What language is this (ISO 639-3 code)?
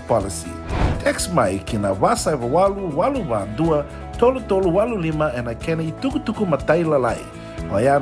fij